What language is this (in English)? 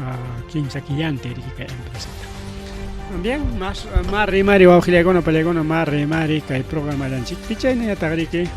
Ayacucho Quechua